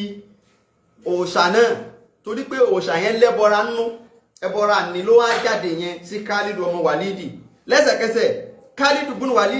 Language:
Yoruba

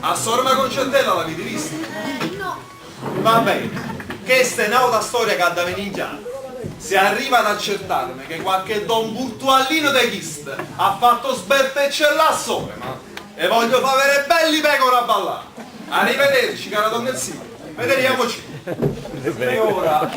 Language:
Neapolitan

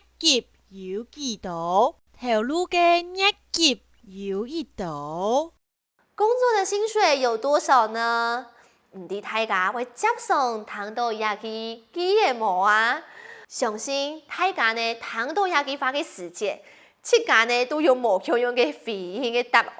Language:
Hakka Chinese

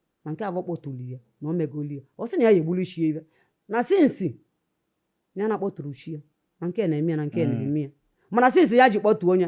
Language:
Igbo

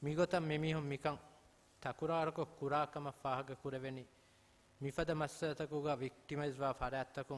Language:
Divehi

